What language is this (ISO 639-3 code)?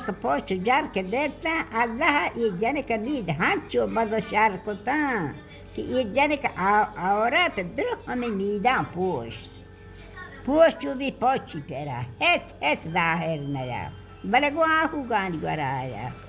bal